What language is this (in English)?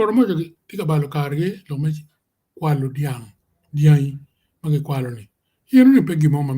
Acoli